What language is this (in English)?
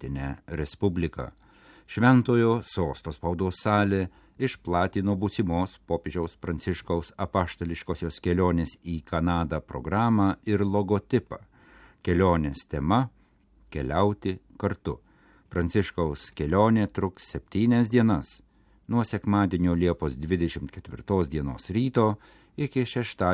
Lithuanian